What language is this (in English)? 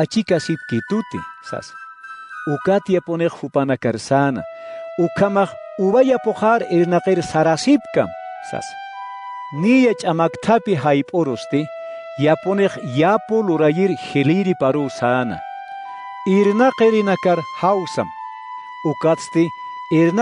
Aymara